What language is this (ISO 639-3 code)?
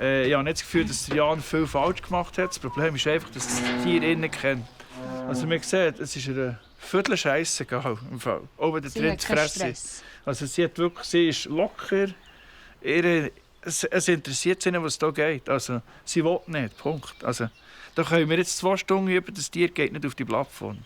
gsw